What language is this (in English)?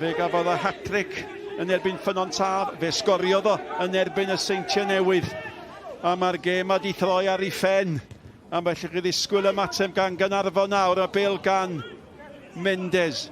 Welsh